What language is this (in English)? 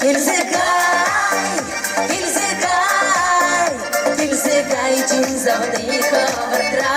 Chuvash